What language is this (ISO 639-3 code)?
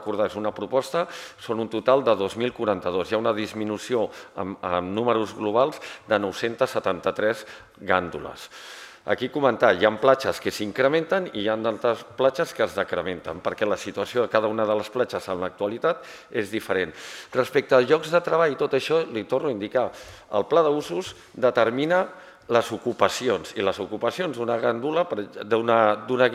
cat